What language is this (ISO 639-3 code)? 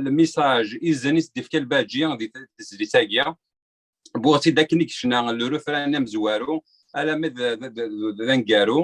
kab